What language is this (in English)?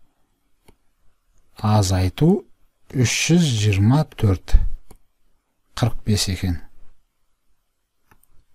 Kazakh